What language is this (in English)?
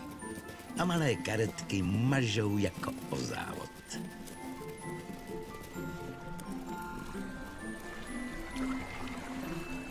Czech